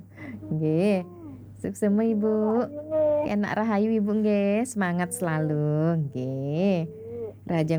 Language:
Balinese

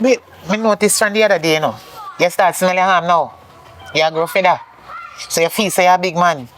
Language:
Jamaican Creole English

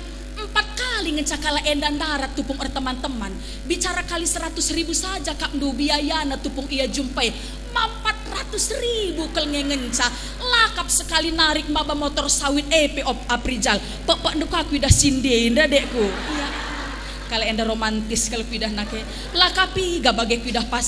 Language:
Batak Karo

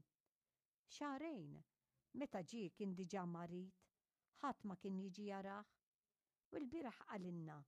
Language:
Maltese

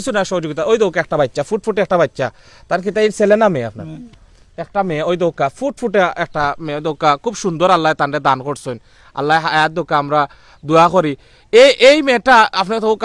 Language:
Sylheti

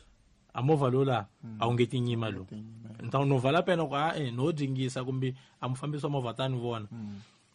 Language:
Tsonga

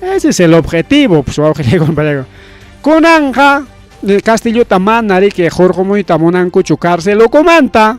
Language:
Ayacucho Quechua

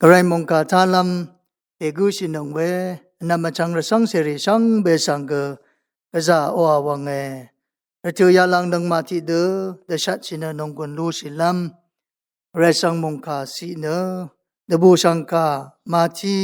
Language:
Rawang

